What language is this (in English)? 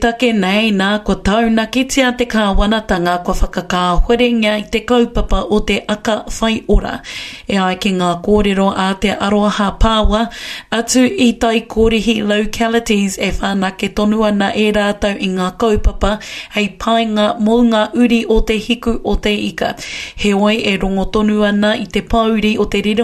Māori